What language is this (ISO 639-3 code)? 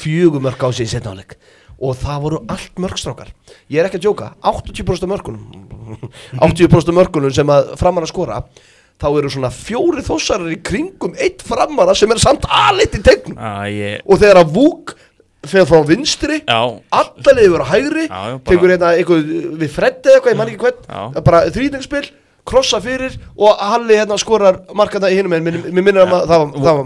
isl